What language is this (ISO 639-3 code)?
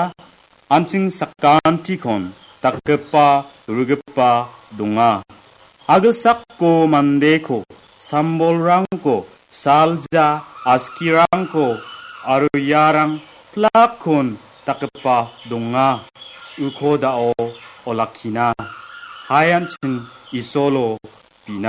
grt